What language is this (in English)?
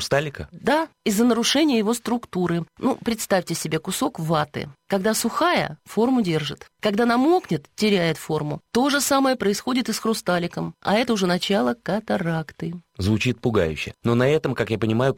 Russian